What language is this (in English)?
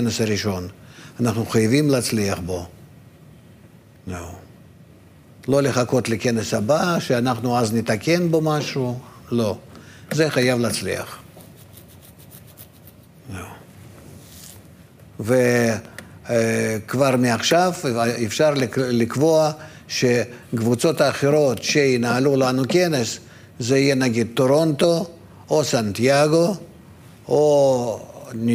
Hebrew